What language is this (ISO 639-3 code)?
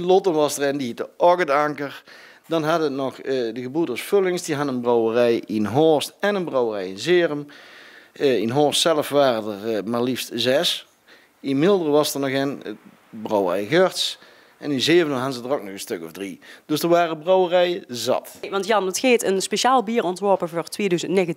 nld